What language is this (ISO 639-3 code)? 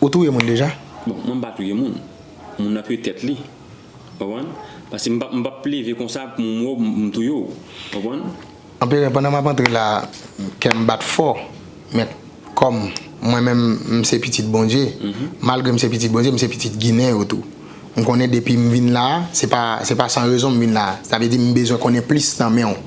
hat